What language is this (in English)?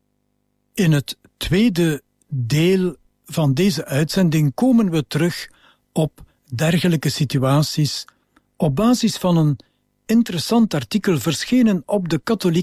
Dutch